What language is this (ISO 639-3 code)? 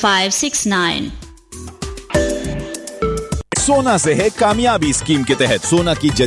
urd